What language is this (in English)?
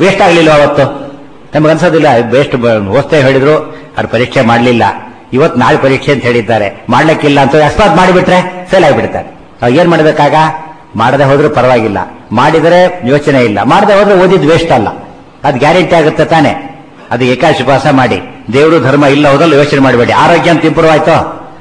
Kannada